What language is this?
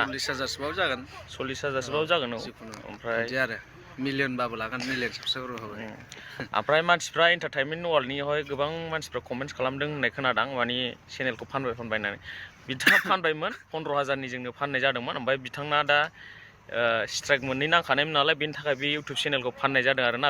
Bodo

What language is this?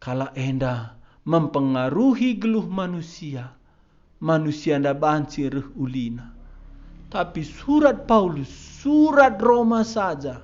Batak Karo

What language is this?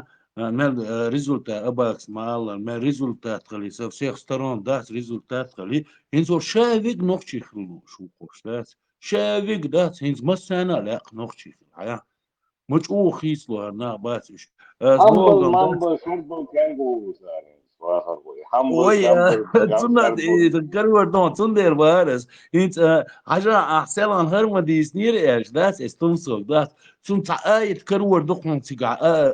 Chechen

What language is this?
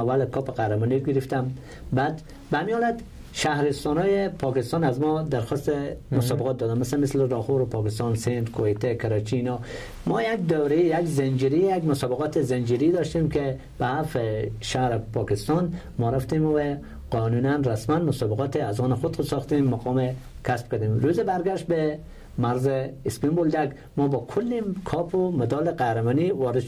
Persian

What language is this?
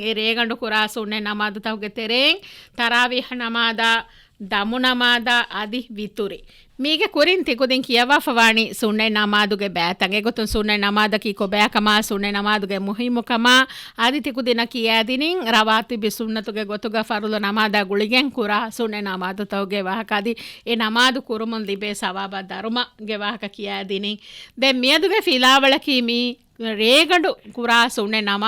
Divehi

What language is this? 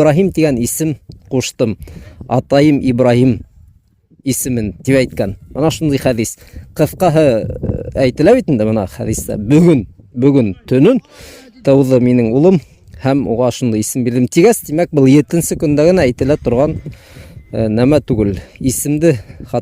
Bashkir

